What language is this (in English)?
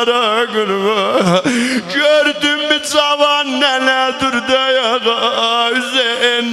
South Azerbaijani